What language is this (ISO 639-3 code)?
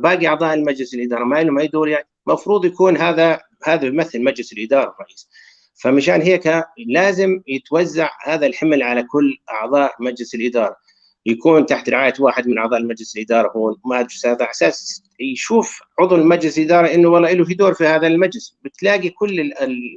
apc